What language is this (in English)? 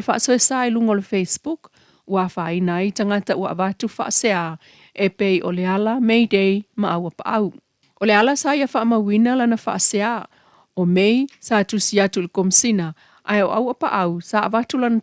Samoan